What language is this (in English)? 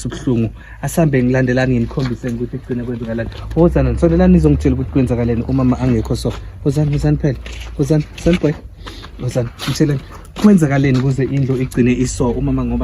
Zulu